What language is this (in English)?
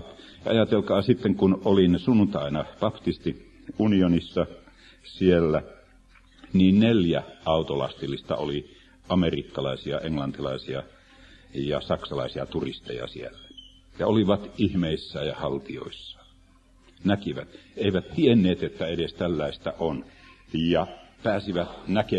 Finnish